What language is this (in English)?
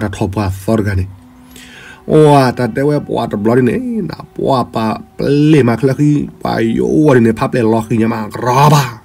S'gaw Karen